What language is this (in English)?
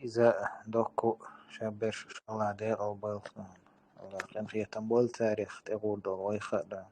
Chechen